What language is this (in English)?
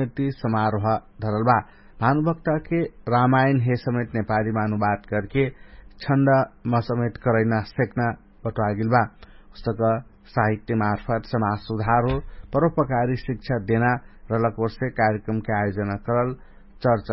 Dangaura Tharu